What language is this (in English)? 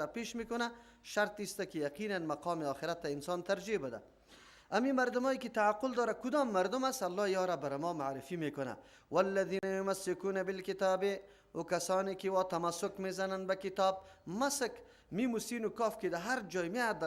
Persian